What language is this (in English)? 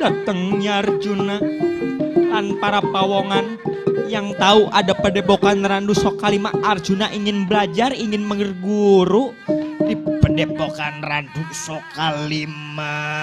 Betawi